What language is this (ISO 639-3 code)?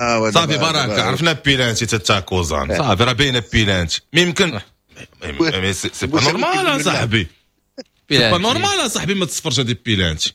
ary